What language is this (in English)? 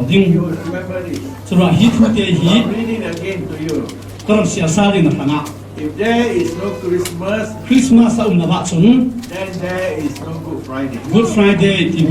Falam Chin